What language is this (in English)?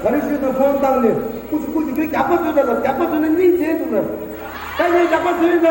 Tibetan